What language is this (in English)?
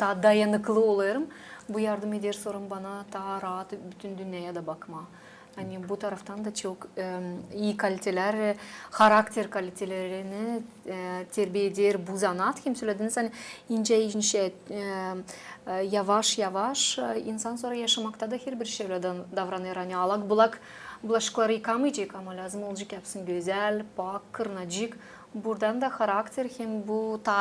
Gagauz